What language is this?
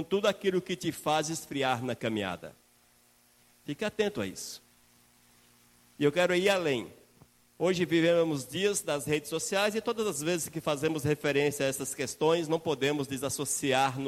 Portuguese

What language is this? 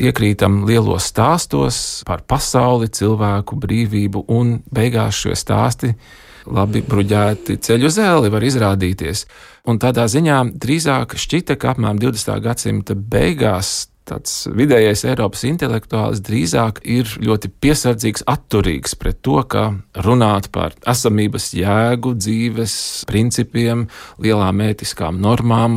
Latvian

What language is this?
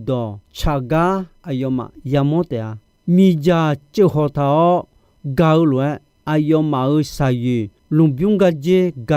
Akha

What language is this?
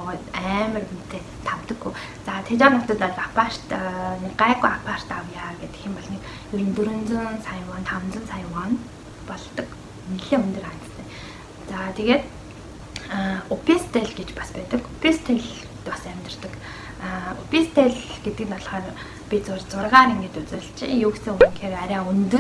Mongolian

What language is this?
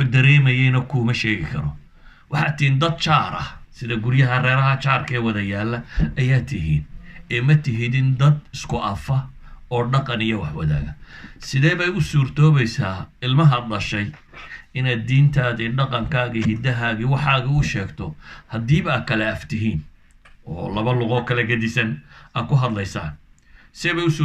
Somali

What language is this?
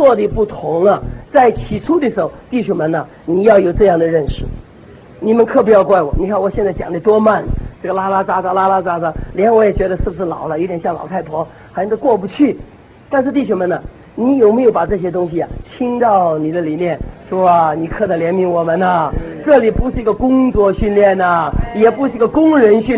Chinese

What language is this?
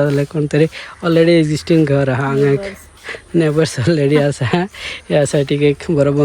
Konkani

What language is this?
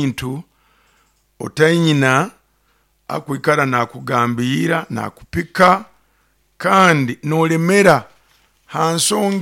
Nyoro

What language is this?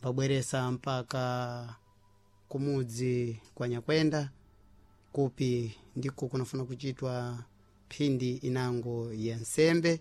Sena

